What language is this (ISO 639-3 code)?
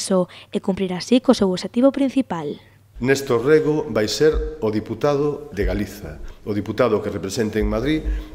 glg